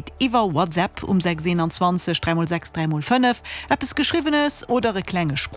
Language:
Luxembourgish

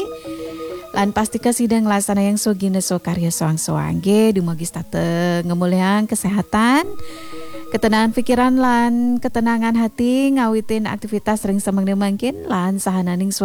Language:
Balinese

